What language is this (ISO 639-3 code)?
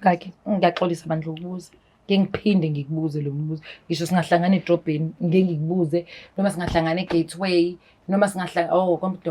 zul